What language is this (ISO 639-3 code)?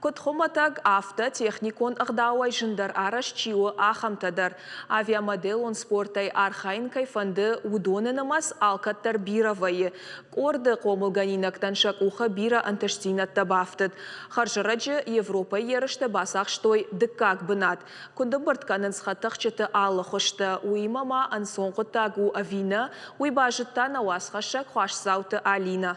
oss